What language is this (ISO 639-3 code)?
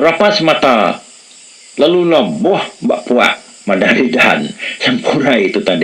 iba